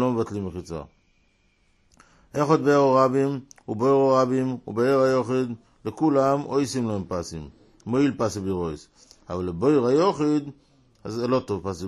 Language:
Hebrew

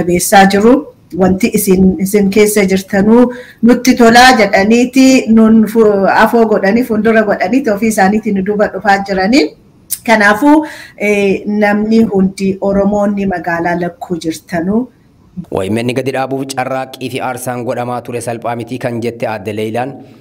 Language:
Oromo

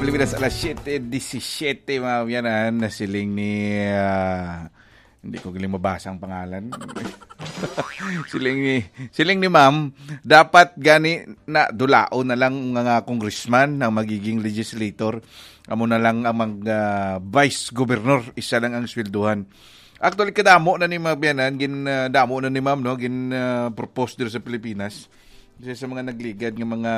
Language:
Hiligaynon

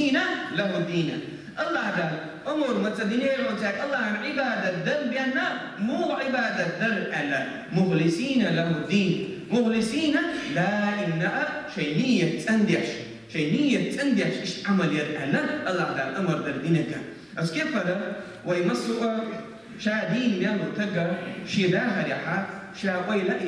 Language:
Chechen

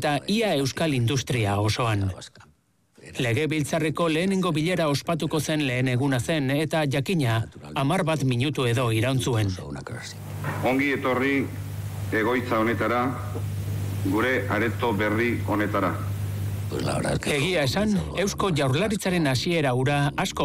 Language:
Basque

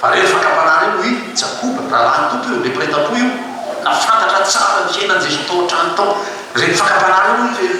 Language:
Malagasy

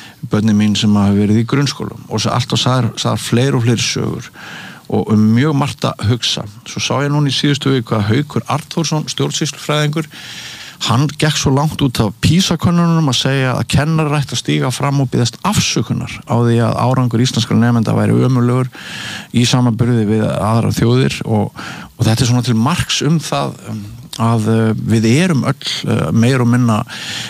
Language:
Icelandic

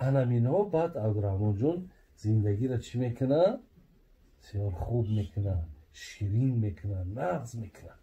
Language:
Tajik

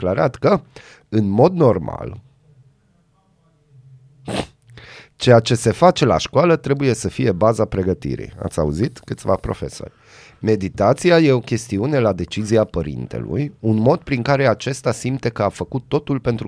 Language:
Romanian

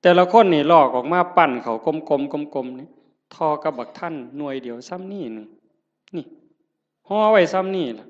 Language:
Northeastern Thai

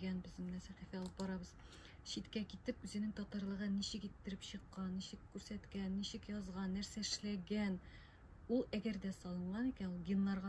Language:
Tatar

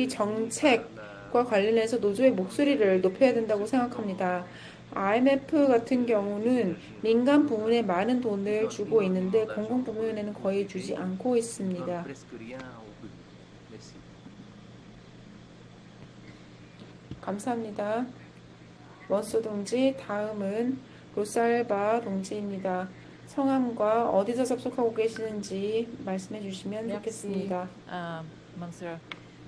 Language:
Korean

